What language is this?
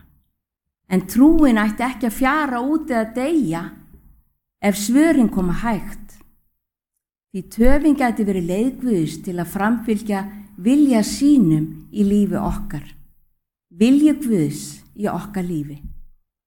Icelandic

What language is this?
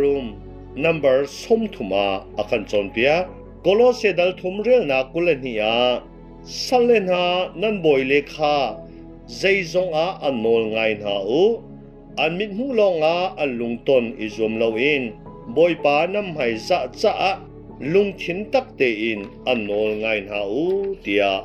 Hakha Chin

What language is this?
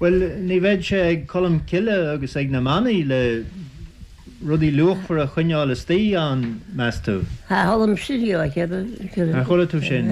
Irish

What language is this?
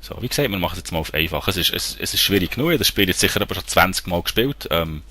Swiss German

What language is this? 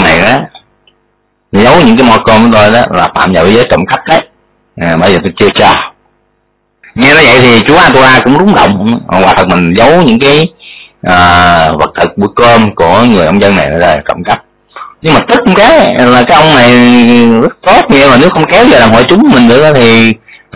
Vietnamese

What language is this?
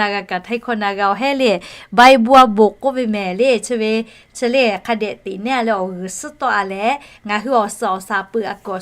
Lahu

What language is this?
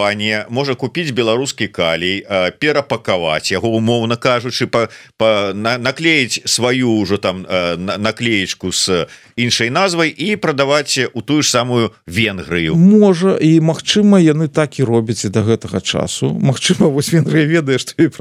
Belarusian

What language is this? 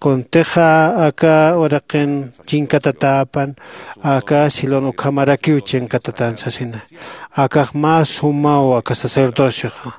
Aymara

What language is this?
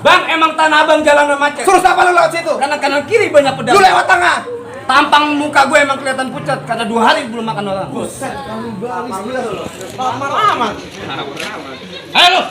Betawi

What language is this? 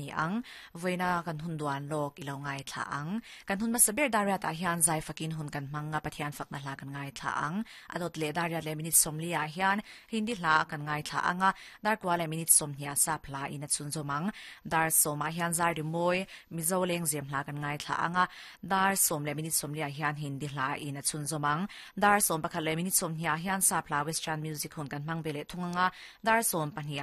Mizo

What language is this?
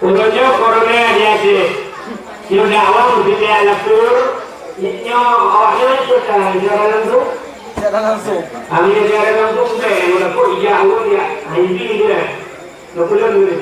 Achinese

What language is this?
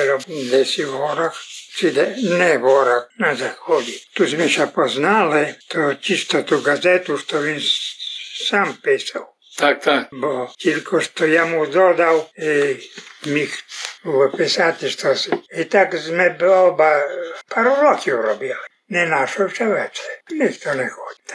Rusyn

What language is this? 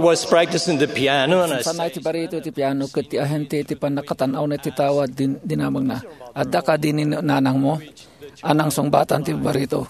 Iloko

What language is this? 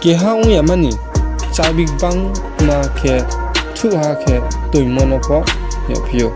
Riang (India)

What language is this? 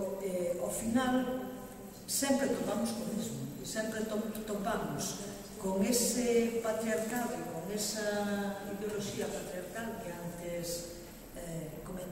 Galician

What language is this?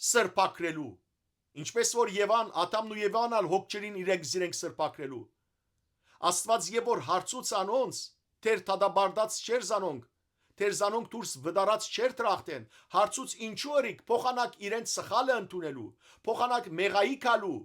Western Armenian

